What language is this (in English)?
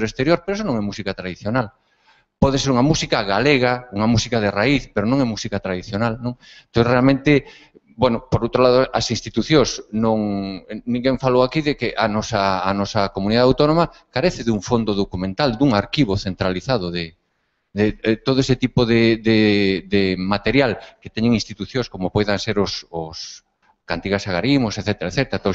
Galician